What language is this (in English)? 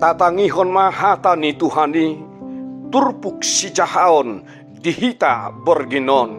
Batak Toba